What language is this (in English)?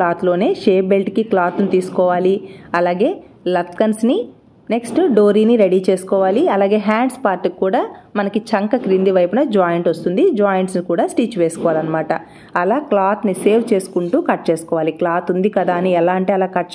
Telugu